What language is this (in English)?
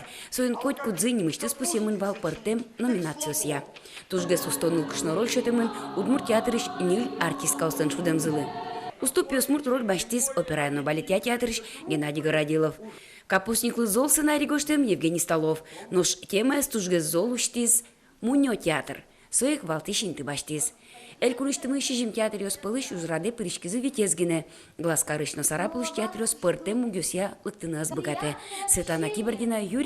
Udmurt